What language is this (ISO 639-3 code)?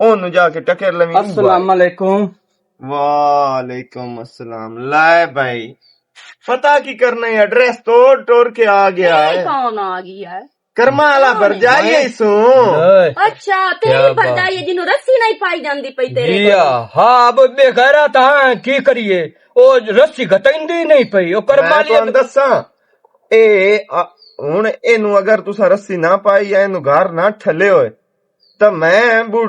lah